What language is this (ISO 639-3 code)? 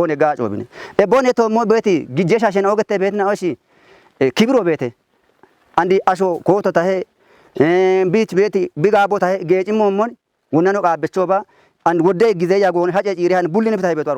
kbr